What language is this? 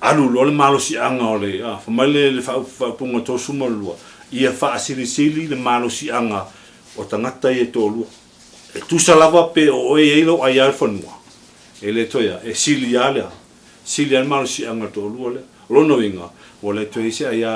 Samoan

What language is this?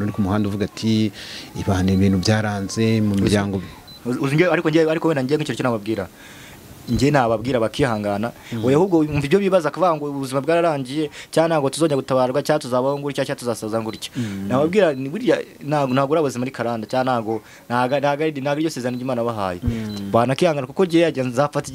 Kinyarwanda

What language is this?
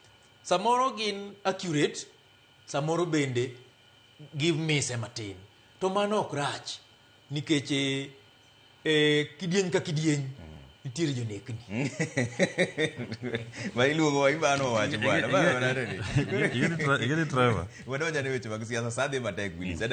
Luo (Kenya and Tanzania)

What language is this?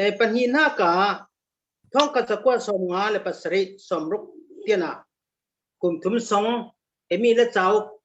Falam Chin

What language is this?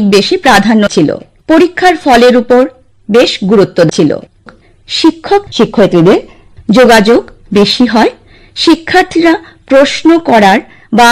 Bangla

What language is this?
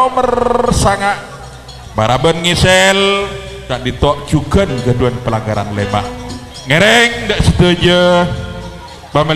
Madurese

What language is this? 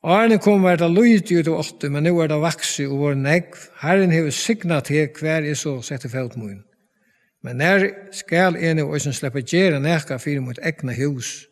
Faroese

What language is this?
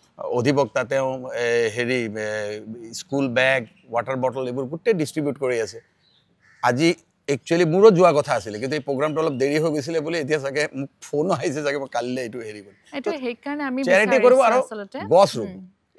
Assamese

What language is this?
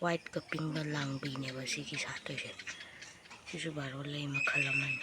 Manipuri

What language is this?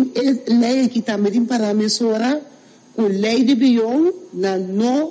Papiamento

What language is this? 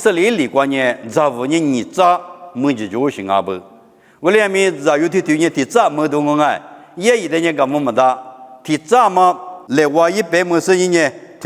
Lisu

